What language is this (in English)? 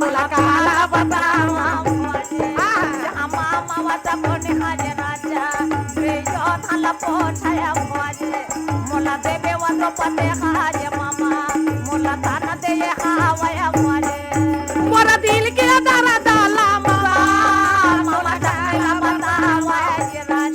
Chhattisgarhi